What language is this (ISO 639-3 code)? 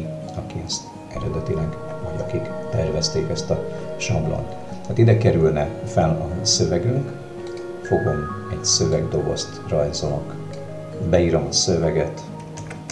hun